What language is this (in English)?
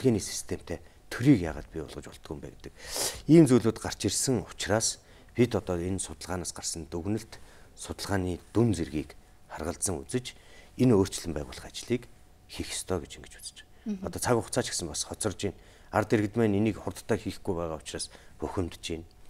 Mongolian